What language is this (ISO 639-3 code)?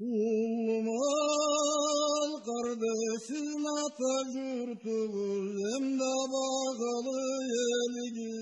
krc